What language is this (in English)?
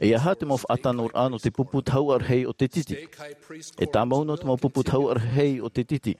Tahitian